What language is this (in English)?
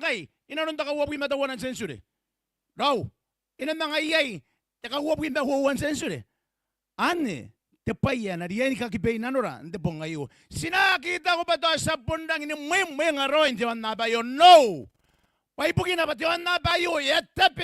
Gilbertese